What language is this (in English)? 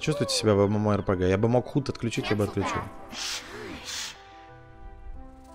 Russian